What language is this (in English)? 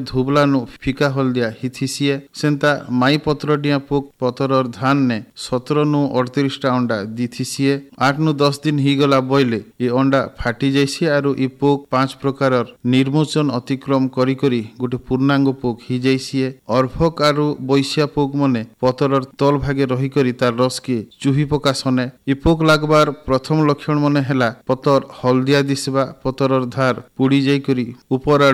Odia